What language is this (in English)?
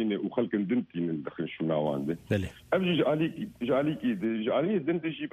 Kurdish